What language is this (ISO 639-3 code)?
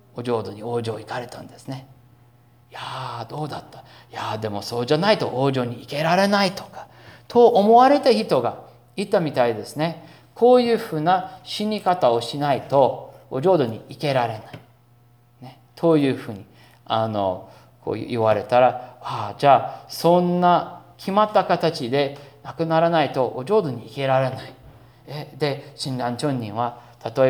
jpn